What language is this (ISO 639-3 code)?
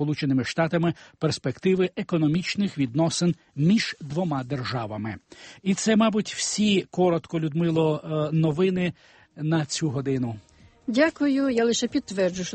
ukr